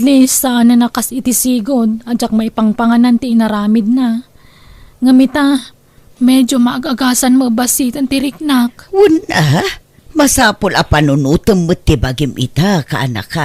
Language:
Iloko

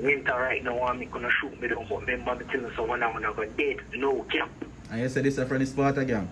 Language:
Jamaican Creole English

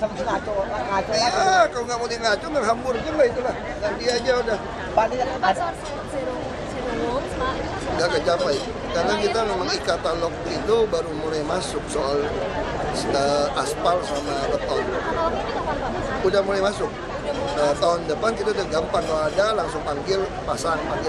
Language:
Indonesian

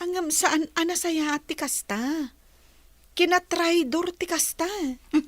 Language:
Iloko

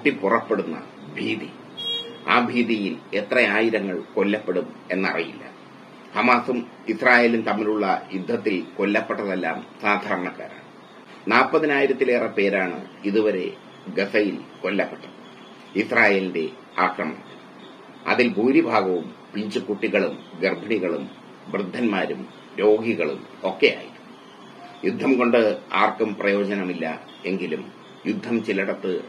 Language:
Malayalam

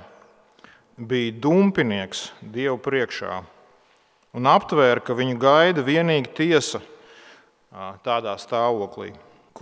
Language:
Latvian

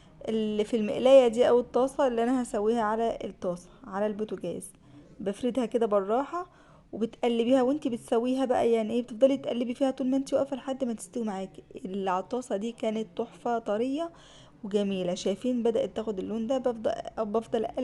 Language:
Egyptian Arabic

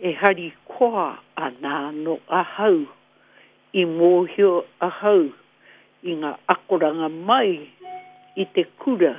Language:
Māori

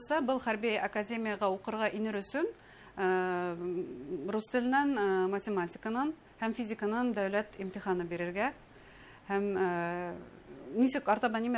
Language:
Bashkir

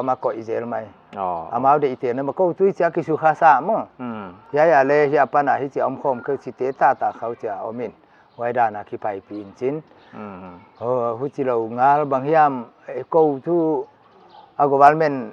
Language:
Paite Chin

